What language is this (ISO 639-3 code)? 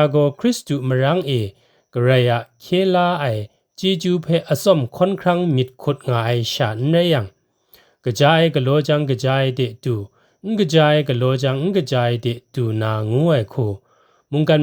kac